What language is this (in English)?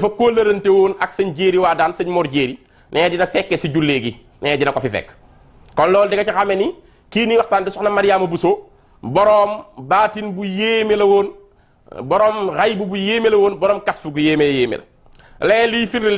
Wolof